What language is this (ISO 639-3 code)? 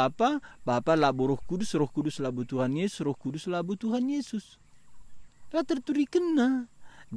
btx